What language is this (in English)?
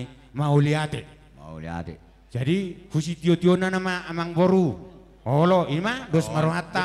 Batak Toba